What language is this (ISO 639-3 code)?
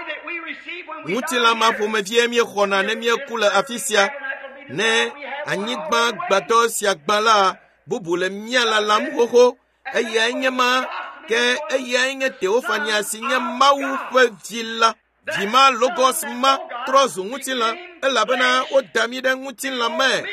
ewe